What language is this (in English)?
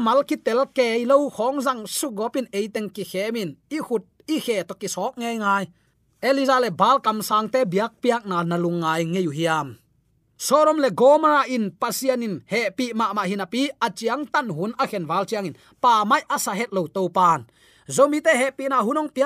Tedim Chin